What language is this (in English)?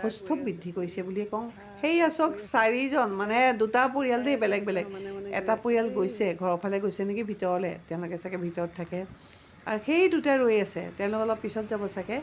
Assamese